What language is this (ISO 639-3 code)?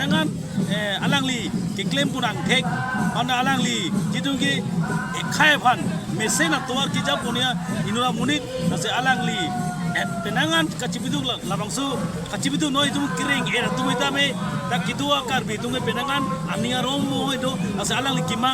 mjw